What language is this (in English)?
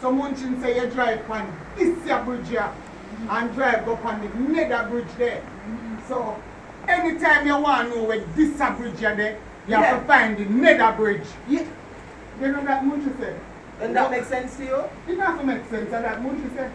Jamaican Creole English